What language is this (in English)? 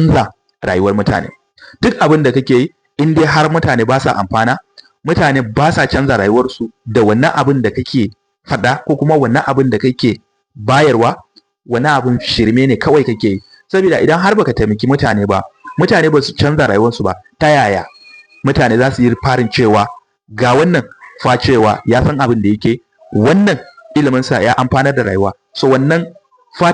Hausa